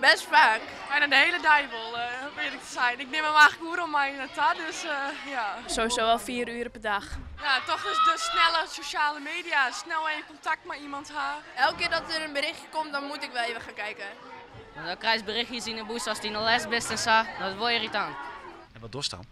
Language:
Western Frisian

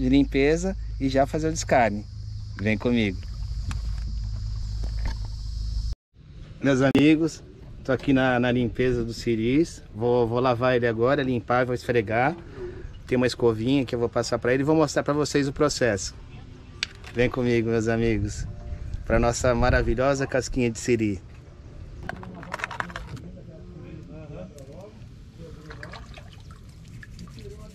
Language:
Portuguese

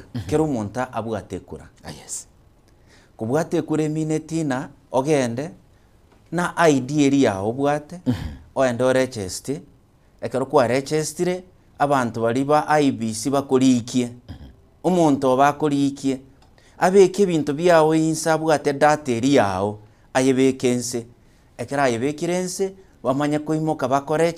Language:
Gusii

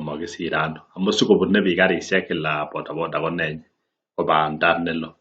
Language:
Kalenjin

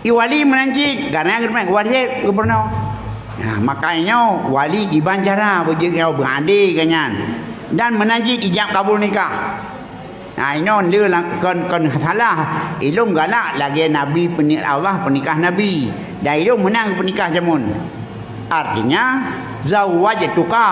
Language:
Achinese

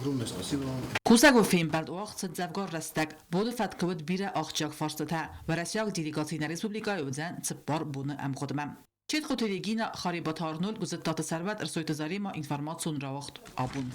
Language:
Ossetic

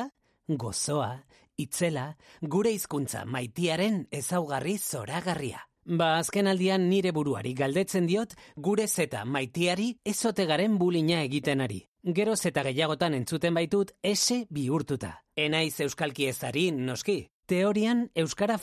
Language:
Basque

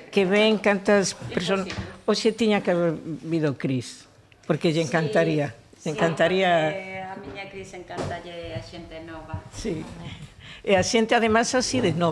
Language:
Galician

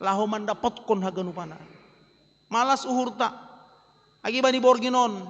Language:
Batak Simalungun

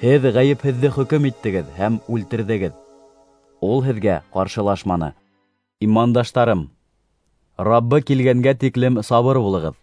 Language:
Bashkir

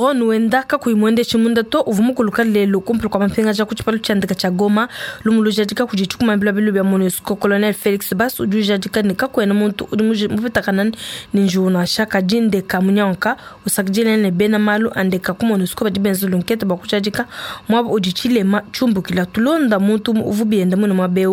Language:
Luba-Lulua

